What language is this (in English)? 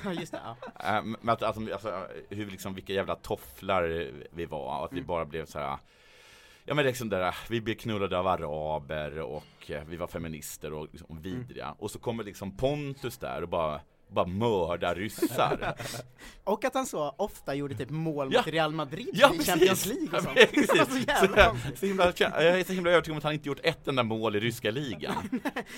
Swedish